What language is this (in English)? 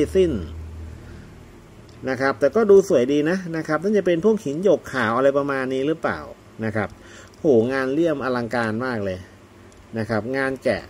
Thai